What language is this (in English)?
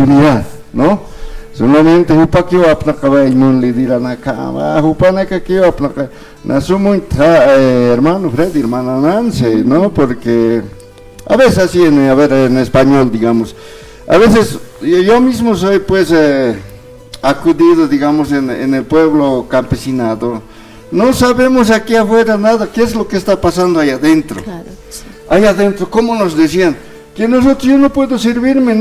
Aymara